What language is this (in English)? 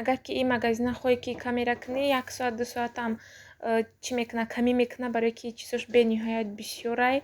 Tajik